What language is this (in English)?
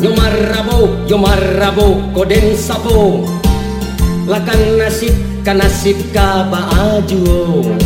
Minangkabau